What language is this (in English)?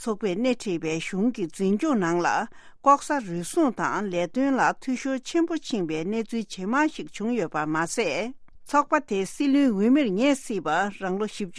Tibetan